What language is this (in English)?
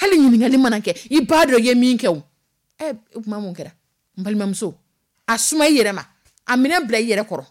Dyula